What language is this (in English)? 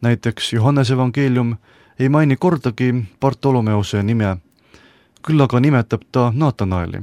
Estonian